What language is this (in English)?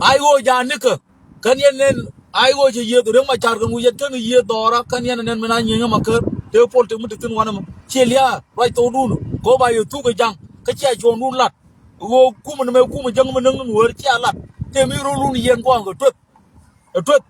Nuer